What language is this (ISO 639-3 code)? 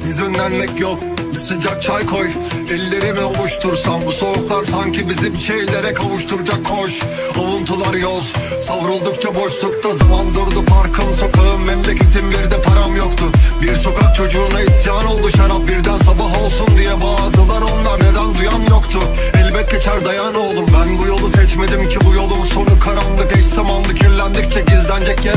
tur